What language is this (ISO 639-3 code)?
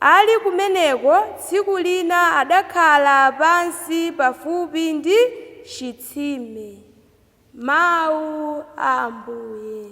nya